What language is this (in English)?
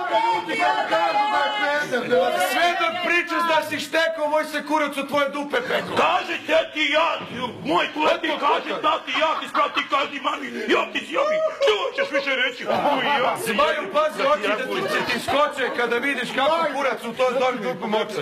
Serbian